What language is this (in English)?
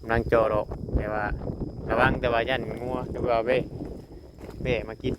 Northeastern Thai